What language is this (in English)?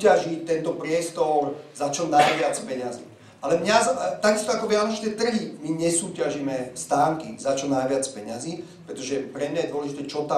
Slovak